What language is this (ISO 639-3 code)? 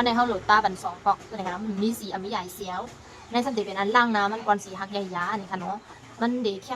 shn